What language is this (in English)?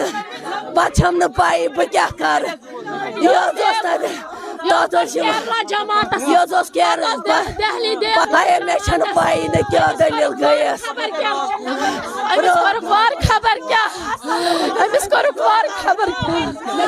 Kashmiri